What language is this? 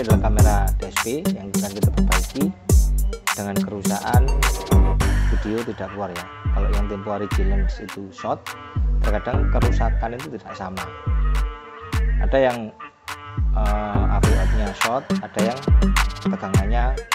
Indonesian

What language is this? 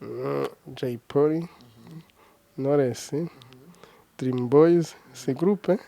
Kinyarwanda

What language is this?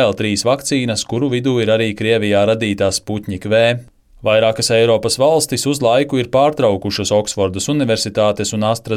Latvian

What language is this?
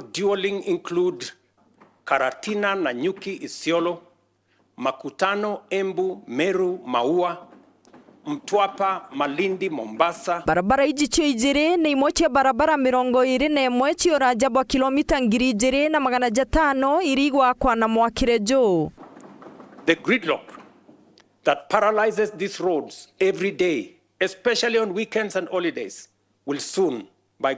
Meru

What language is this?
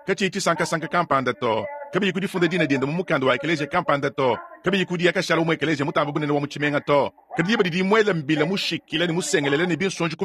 Luba-Lulua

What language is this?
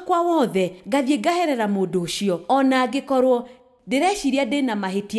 Kikuyu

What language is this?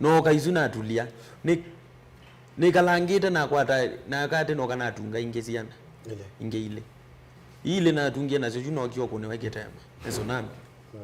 Kamba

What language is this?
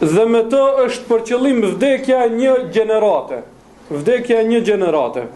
Albanian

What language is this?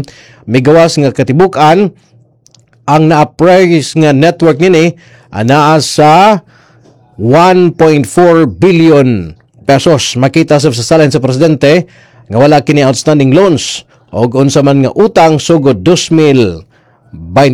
Cebuano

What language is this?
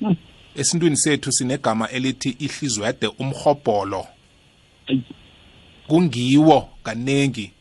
South Ndebele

